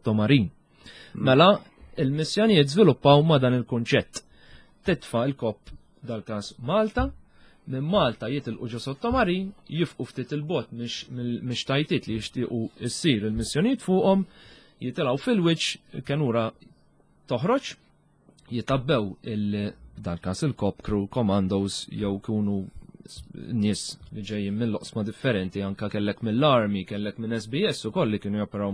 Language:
Maltese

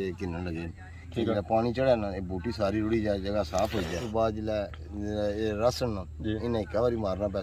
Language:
Pahari-Potwari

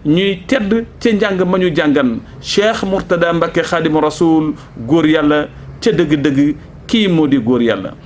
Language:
Wolof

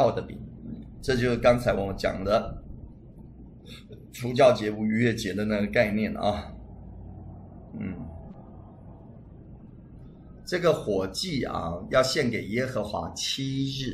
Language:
Chinese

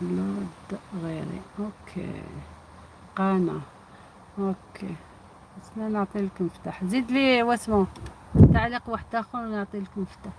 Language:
Algerian Arabic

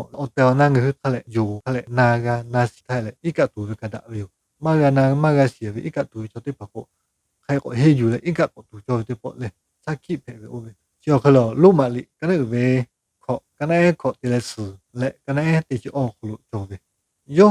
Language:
Lahu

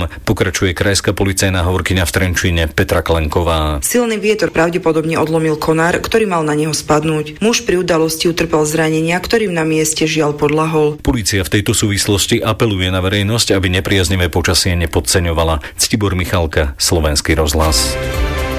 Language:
Slovak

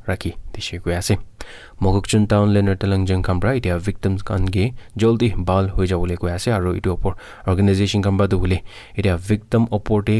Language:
Naga Pidgin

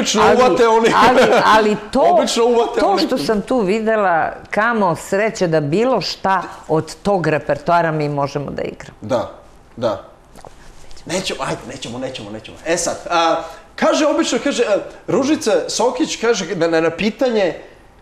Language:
Serbian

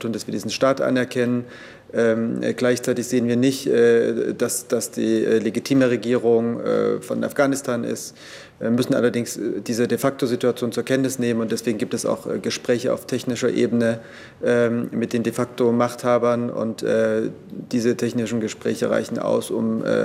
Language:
German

